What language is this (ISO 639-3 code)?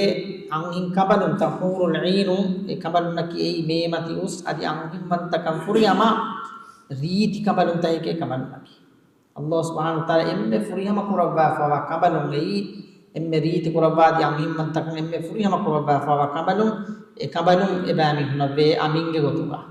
div